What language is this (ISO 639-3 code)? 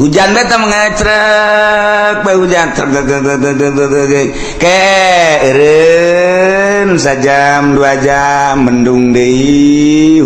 sun